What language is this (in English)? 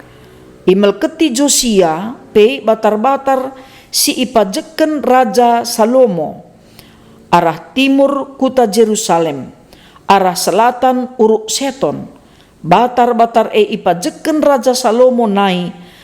Batak Karo